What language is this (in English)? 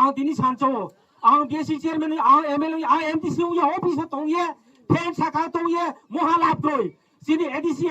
Riang (India)